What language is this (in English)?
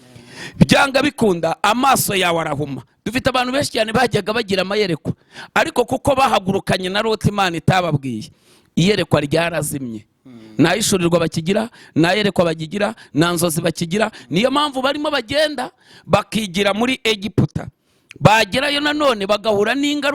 Kinyarwanda